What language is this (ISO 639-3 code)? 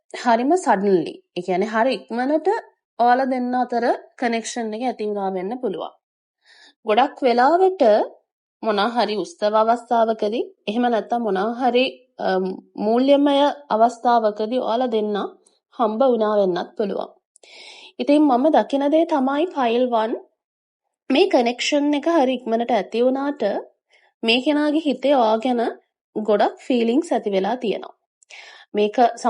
sin